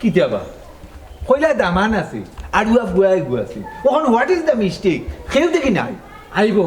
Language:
Sylheti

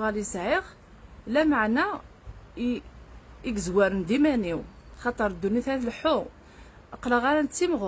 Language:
Kabyle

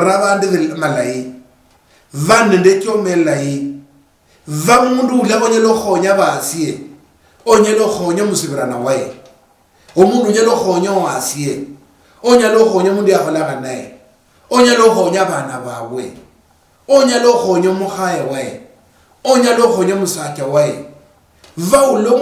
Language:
Luyia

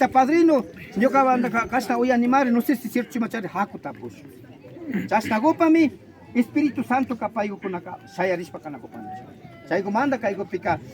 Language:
Imbabura Highland Quichua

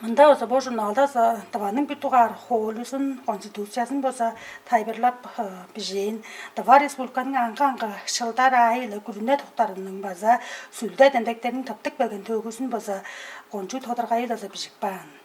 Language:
Tuvinian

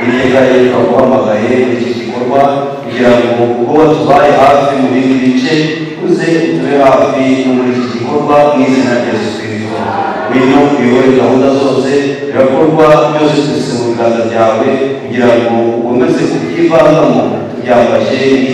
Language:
Kinyarwanda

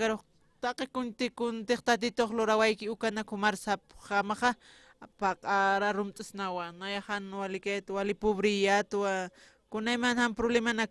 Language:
Aymara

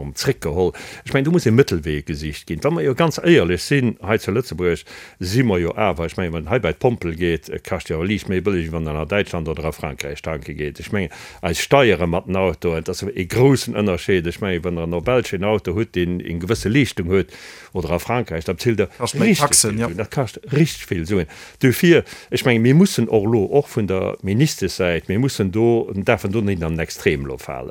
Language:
Luxembourgish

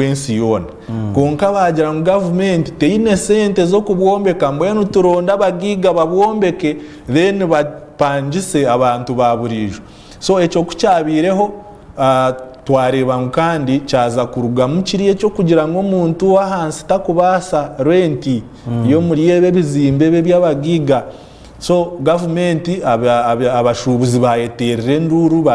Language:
Nyankole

